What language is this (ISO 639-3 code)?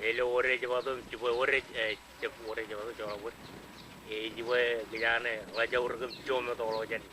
mah